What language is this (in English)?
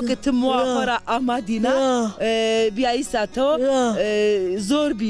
Zaza